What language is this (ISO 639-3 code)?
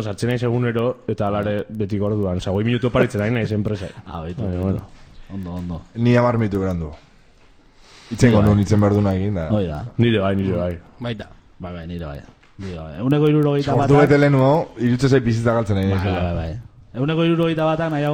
eus